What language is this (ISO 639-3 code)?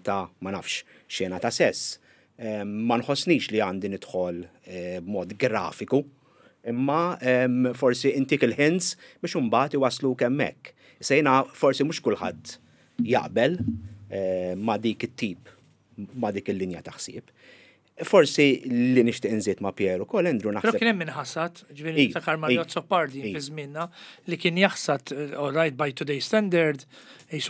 mlt